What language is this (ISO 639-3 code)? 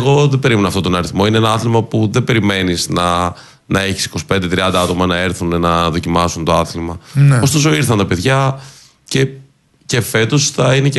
ell